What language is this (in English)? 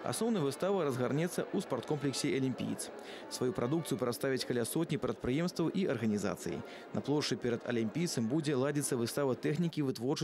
Belarusian